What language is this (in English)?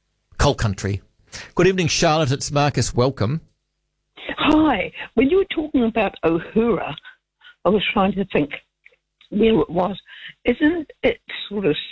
English